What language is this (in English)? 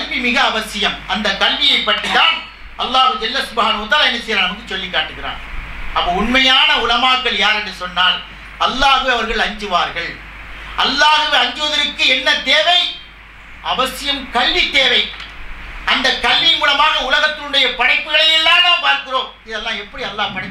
Tamil